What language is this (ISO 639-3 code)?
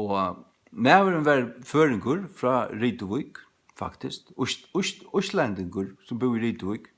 fao